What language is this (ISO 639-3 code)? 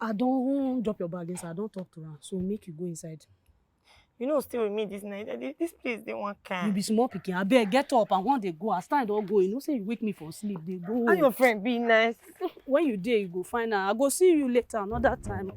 pcm